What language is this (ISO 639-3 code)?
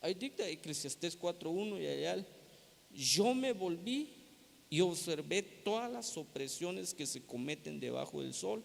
tzh